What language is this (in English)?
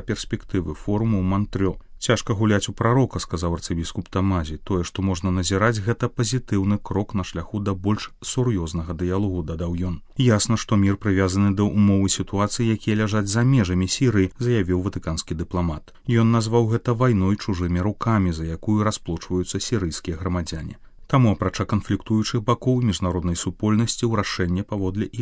Belarusian